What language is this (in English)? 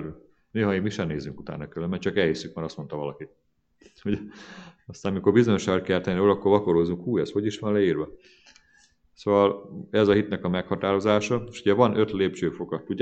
Hungarian